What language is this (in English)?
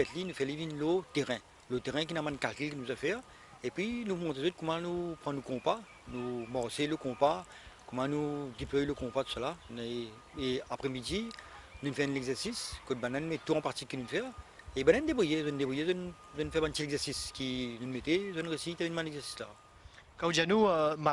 Morisyen